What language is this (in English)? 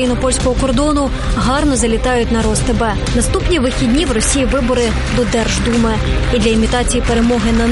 Ukrainian